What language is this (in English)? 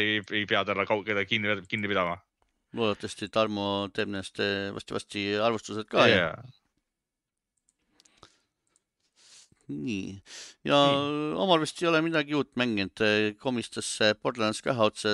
Estonian